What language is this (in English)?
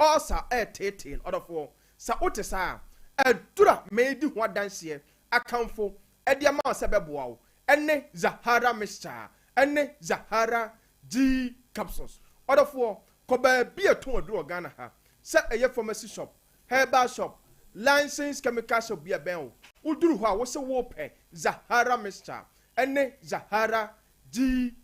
Akan